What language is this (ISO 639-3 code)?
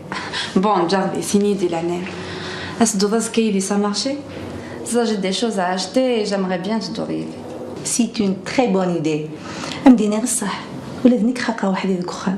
kab